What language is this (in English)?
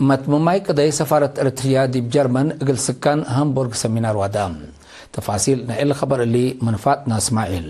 Tigre